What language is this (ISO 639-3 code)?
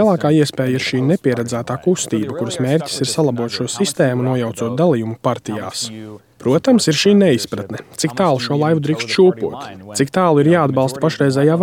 lav